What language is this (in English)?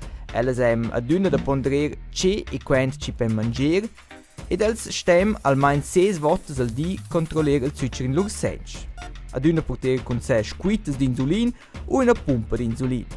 Romansh